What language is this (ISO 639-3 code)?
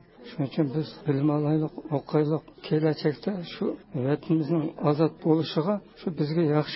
uig